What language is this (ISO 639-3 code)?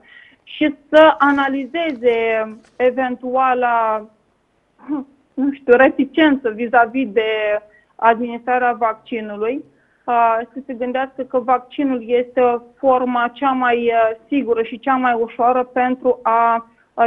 ron